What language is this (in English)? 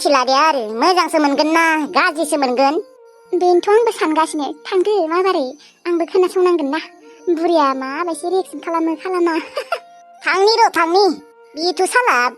Bodo